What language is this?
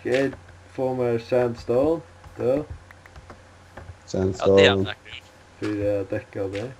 Faroese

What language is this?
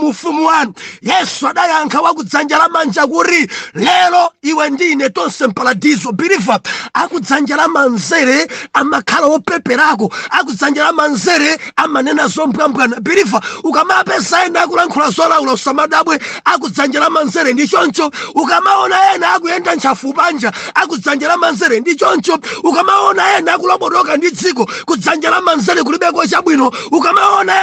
Nyanja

